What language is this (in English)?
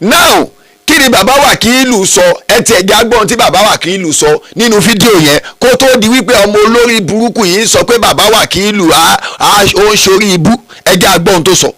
Yoruba